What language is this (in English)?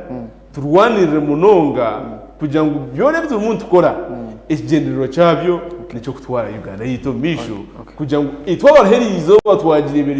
Nyankole